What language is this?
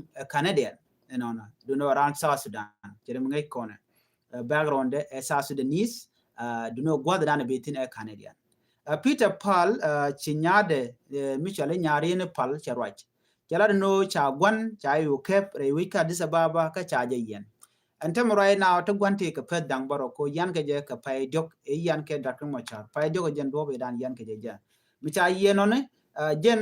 Nuer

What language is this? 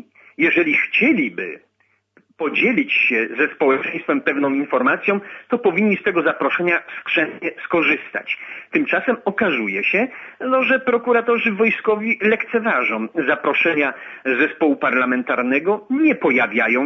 Polish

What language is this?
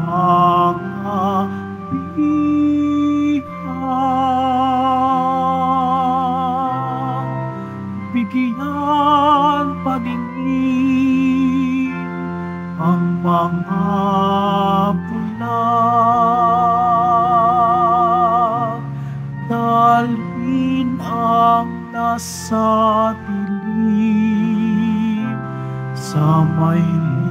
Filipino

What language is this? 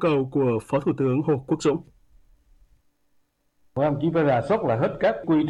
Vietnamese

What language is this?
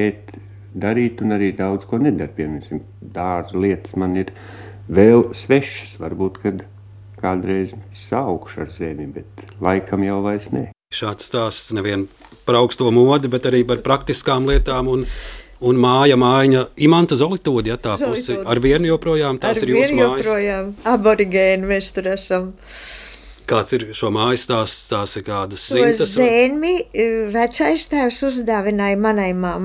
Latvian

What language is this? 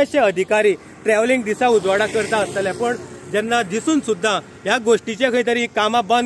Konkani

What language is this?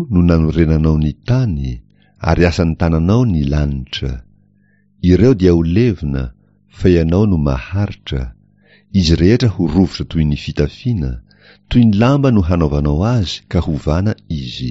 Malagasy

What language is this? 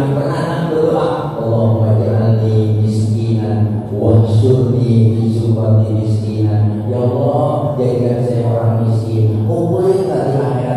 Betawi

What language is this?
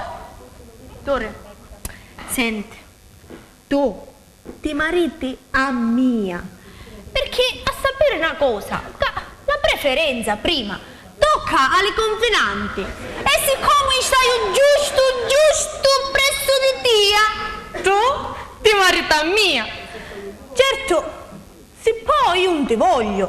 Sicilian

